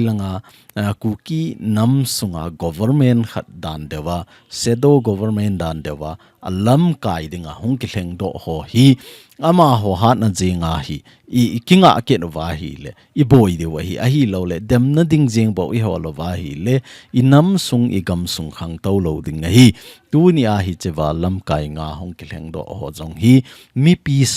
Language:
Thado Chin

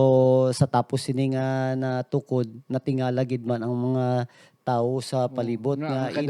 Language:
Hiligaynon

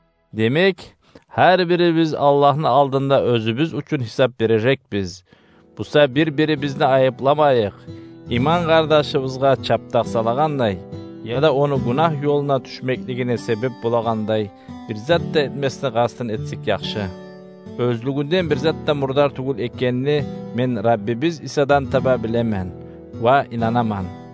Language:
Kumyk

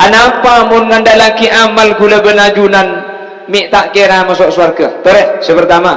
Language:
Madurese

